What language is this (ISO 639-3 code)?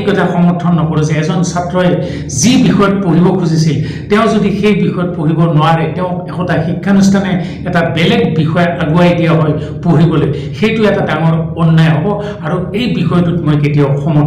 asm